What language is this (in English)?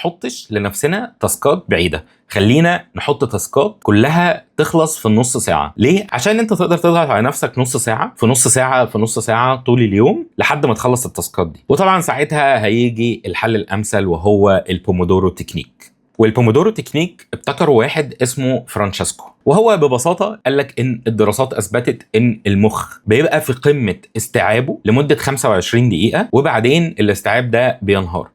Egyptian Arabic